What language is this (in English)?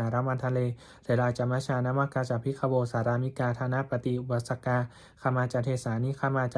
Pali